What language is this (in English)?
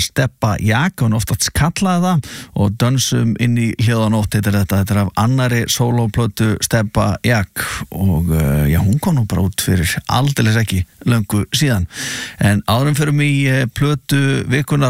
Icelandic